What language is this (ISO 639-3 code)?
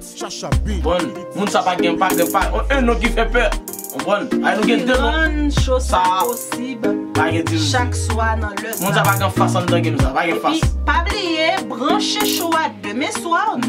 hat